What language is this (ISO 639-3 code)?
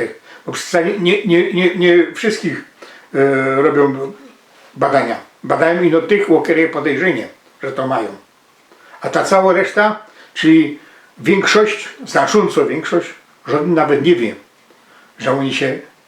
szl